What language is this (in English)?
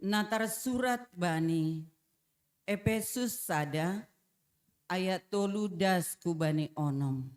Batak Simalungun